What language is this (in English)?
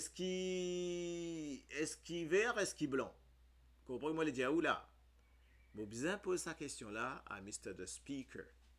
Morisyen